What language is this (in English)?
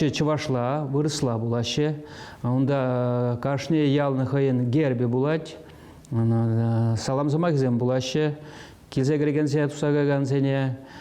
Chuvash